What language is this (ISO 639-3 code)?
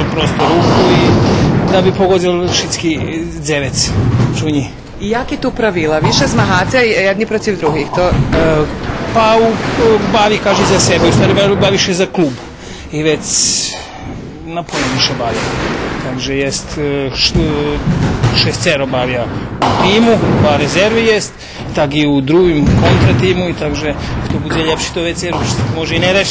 rue